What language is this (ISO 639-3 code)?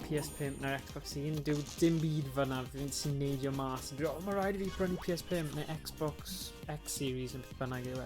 cym